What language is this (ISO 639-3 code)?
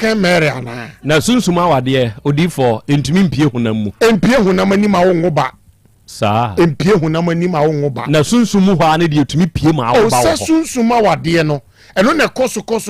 aka